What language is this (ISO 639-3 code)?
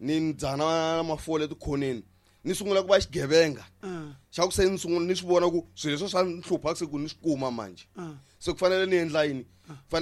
tso